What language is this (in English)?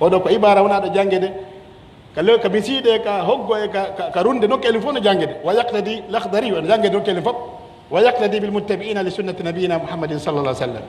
Pular